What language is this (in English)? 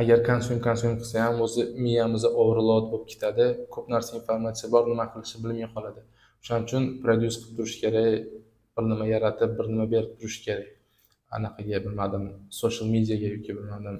Uzbek